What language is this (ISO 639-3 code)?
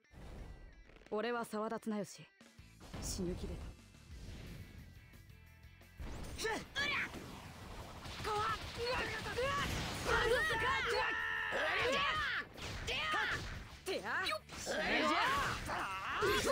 jpn